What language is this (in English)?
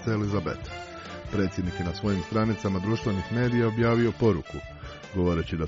Croatian